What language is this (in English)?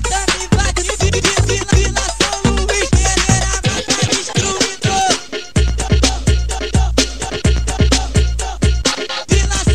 Portuguese